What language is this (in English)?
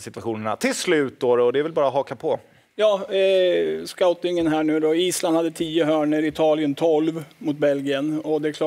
Swedish